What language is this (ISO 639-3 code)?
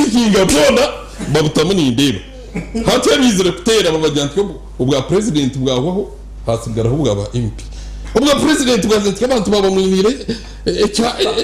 nyn